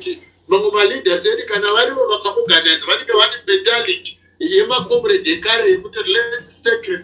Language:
Shona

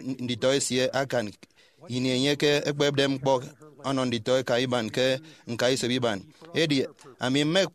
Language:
Efik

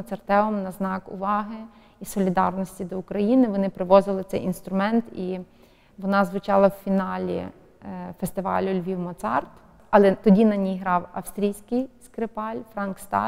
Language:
Ukrainian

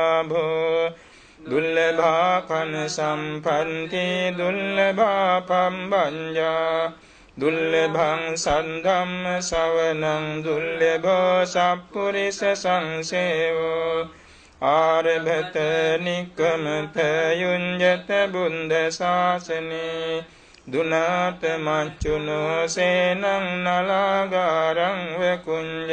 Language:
Pali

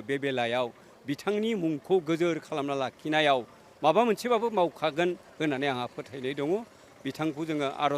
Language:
Bodo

